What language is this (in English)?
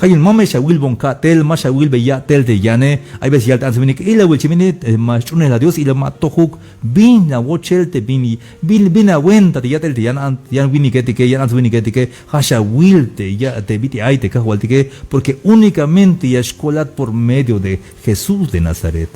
Tzeltal